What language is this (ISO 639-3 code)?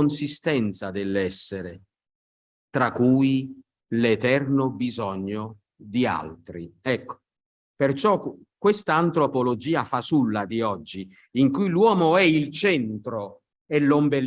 ita